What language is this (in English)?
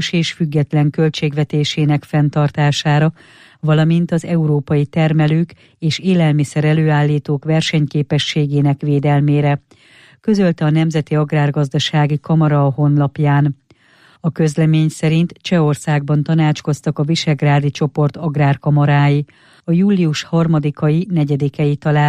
Hungarian